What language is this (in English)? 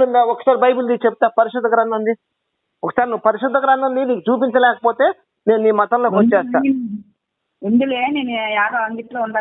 Telugu